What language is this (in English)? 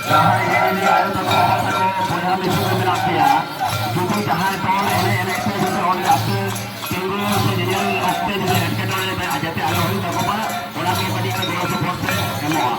Santali